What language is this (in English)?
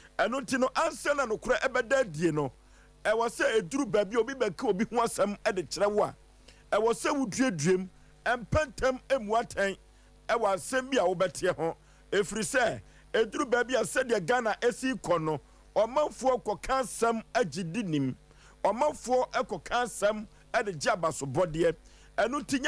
Akan